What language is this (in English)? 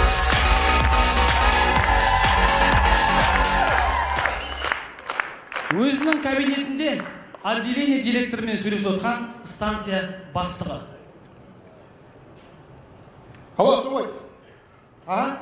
Kazakh